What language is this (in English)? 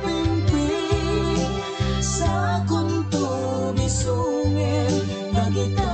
Iloko